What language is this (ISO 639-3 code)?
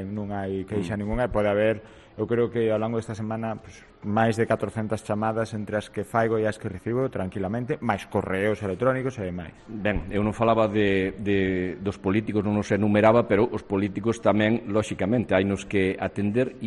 glg